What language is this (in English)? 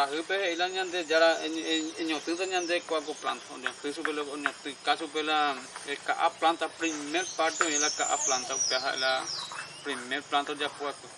Guarani